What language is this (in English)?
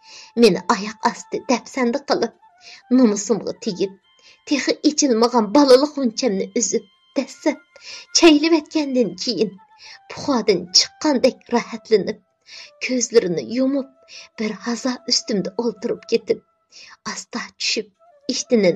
Uyghur